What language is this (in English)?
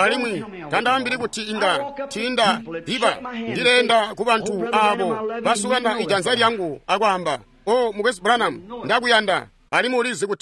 Tonga (Zambia)